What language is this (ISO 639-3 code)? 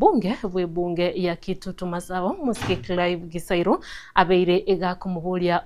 guz